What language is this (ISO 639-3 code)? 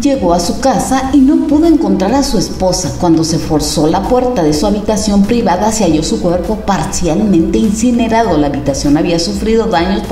spa